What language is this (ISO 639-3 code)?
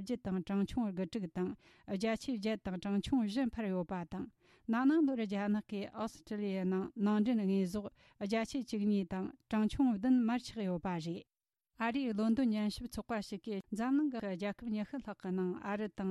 bod